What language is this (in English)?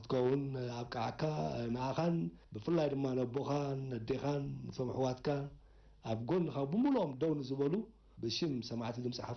Tigrinya